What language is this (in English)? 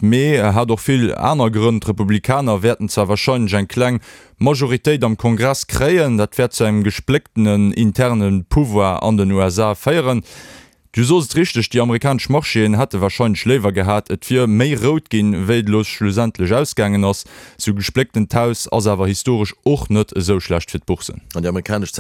Luxembourgish